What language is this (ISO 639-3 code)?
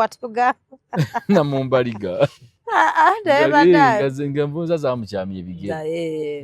lug